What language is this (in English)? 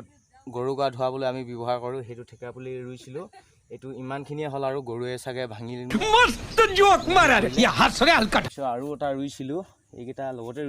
Assamese